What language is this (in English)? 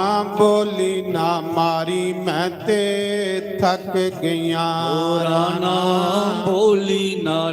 Dogri